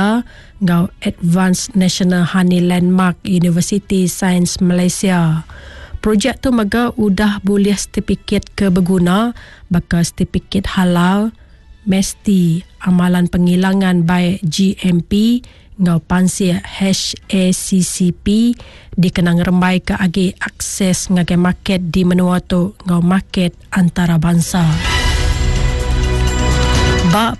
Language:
Iban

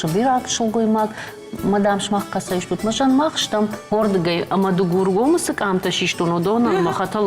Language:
Ossetic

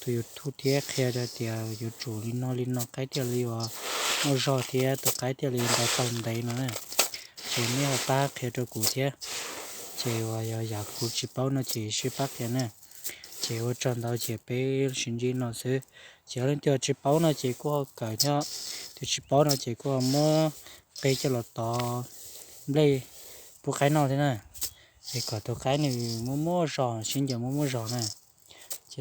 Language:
Hmong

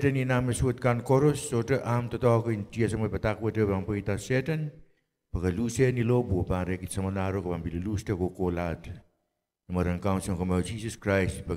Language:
Pohnpeian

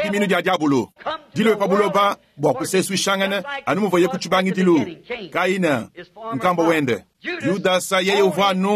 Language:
Luba-Lulua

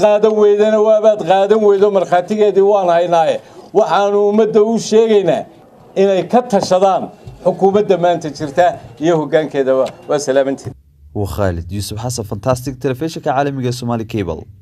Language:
Somali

